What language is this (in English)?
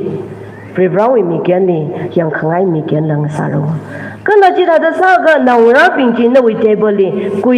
Tangkhul Naga (India)